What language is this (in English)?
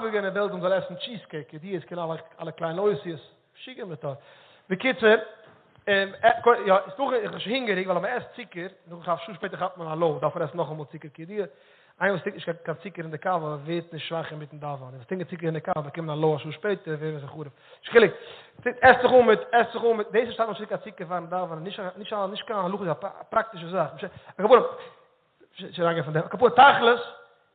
Yiddish